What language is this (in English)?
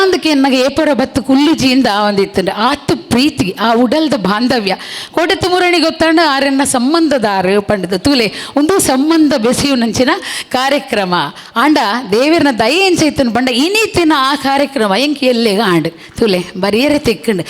Tulu